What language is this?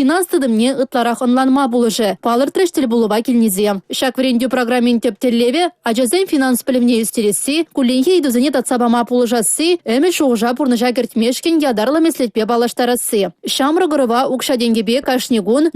Chuvash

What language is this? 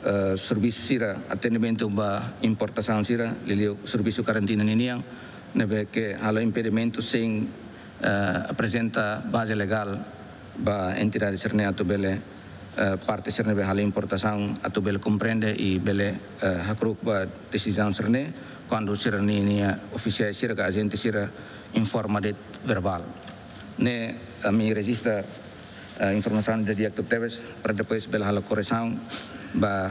Tetum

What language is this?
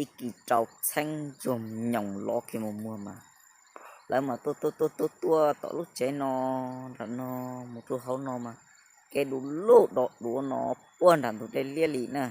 Hmong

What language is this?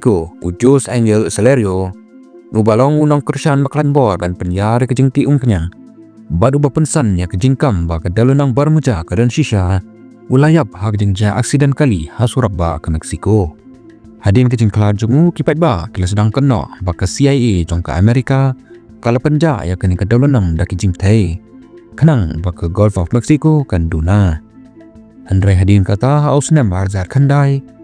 Khasi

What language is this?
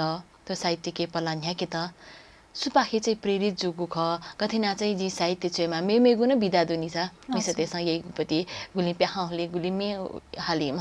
Newari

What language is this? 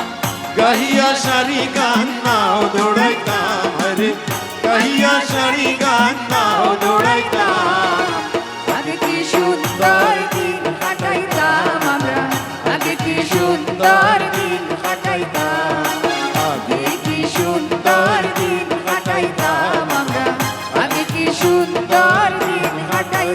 Sylheti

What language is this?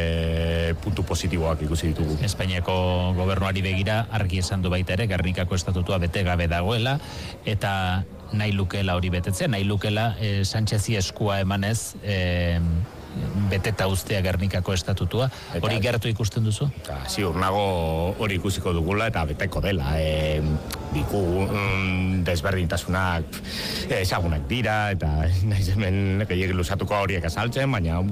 Basque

